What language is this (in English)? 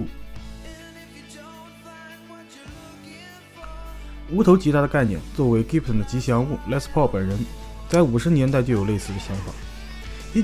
Chinese